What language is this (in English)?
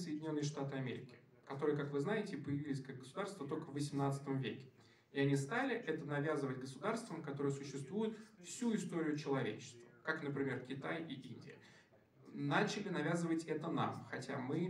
Russian